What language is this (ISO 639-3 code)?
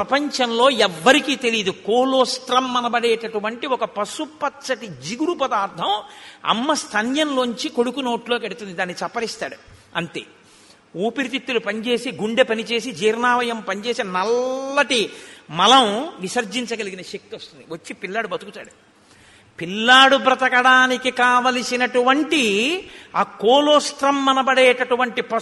tel